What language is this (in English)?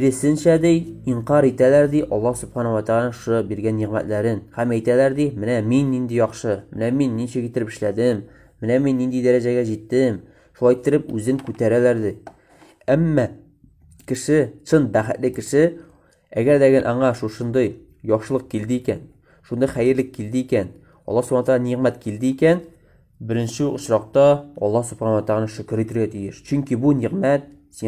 Tatar